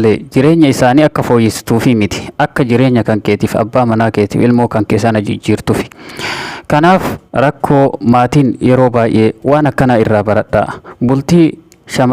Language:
Oromo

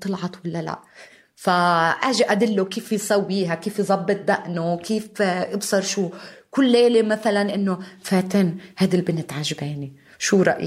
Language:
North Levantine Arabic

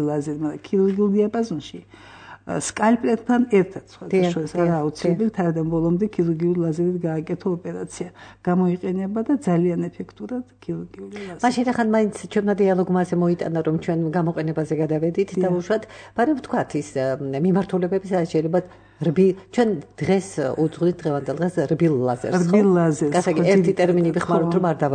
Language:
Georgian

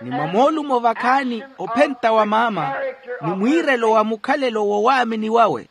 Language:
Makhuwa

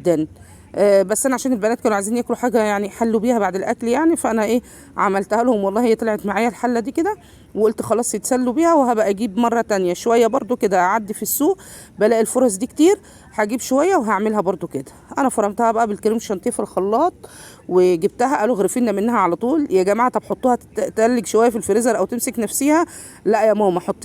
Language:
Egyptian Arabic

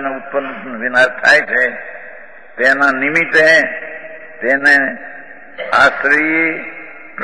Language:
Gujarati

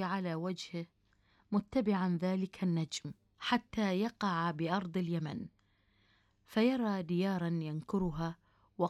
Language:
Arabic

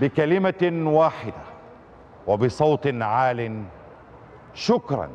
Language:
Egyptian Arabic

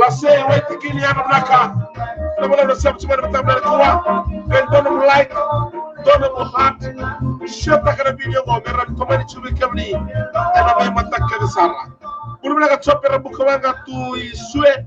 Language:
Fijian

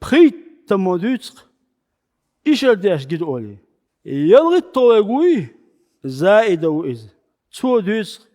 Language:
Chechen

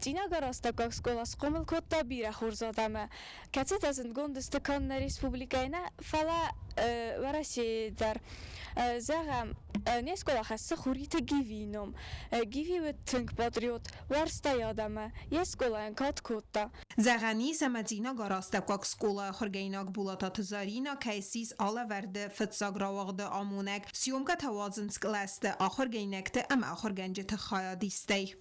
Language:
Ossetic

